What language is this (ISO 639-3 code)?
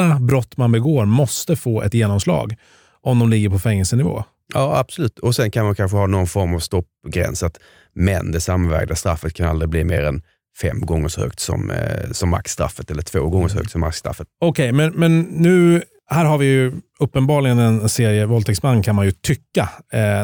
swe